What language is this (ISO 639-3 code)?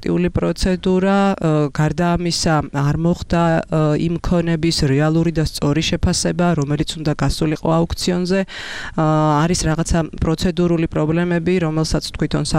kat